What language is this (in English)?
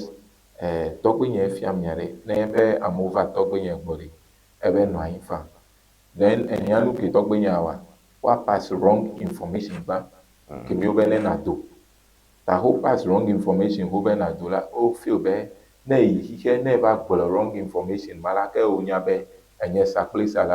Ewe